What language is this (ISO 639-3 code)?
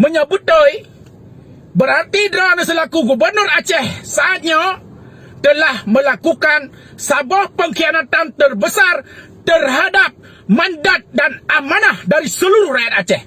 ace